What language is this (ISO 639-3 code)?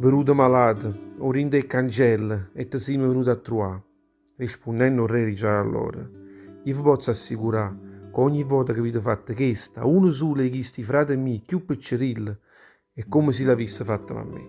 nap